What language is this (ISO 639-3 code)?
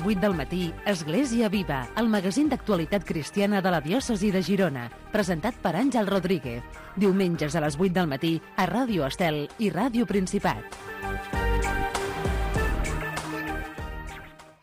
cat